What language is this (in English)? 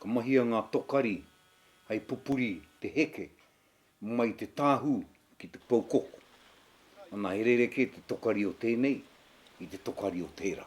Māori